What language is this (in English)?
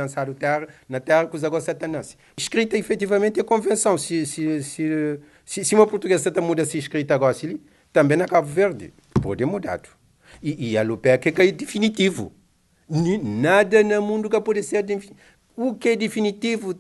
Kabuverdianu